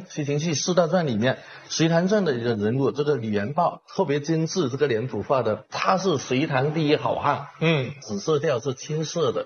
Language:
Chinese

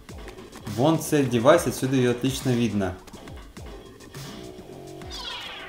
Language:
Russian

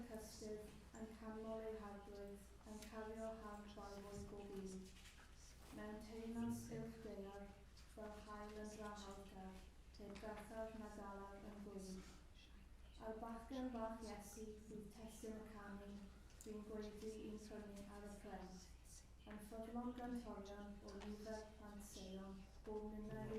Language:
Welsh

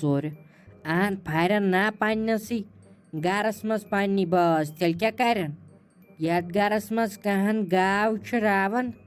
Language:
Kashmiri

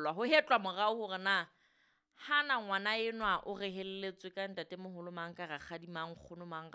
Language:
Southern Sotho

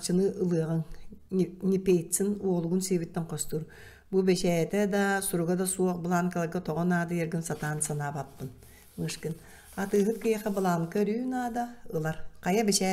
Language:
Yakut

